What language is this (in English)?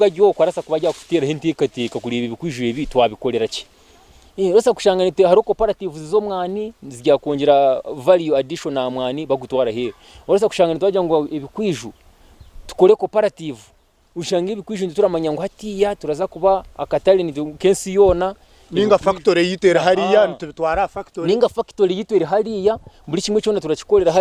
Nyankole